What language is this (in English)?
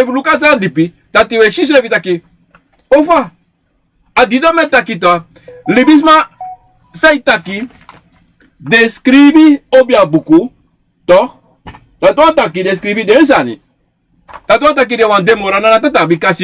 Sranan Tongo